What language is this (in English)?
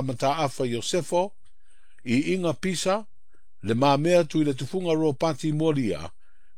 Samoan